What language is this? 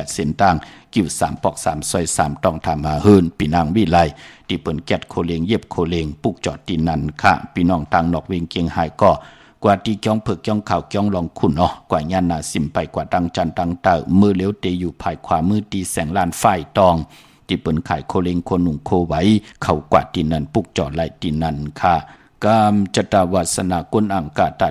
Shan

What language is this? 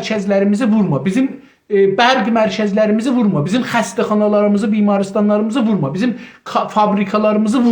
South Azerbaijani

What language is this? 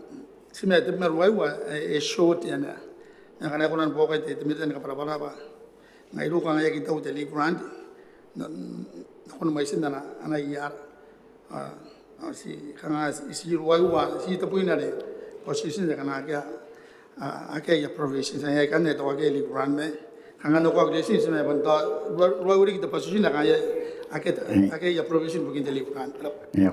Gilbertese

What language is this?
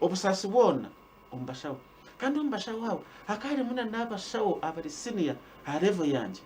Nyankole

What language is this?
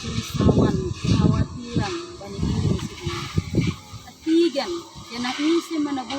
Batak Simalungun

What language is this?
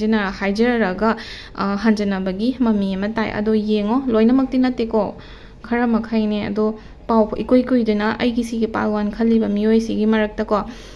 Manipuri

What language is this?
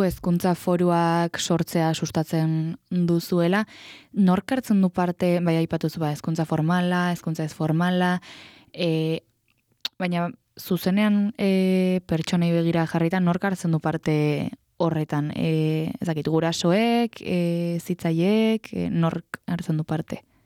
Basque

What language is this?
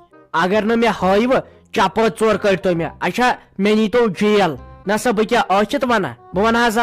Kashmiri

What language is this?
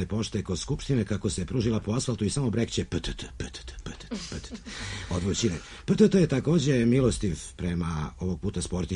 Serbian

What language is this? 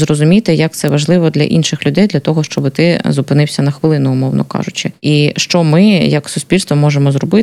Ukrainian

